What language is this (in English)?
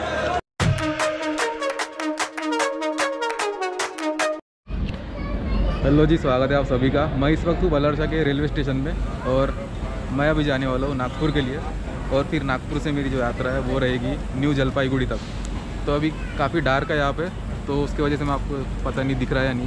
Hindi